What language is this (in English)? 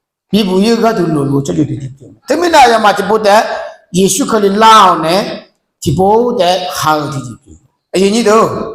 Akha